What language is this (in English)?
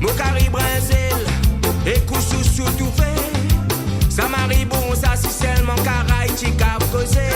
Morisyen